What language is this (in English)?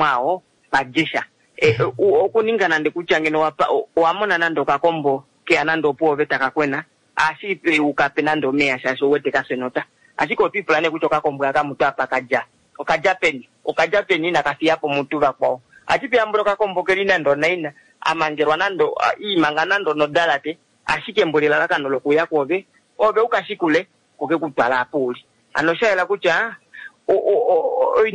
Kuanyama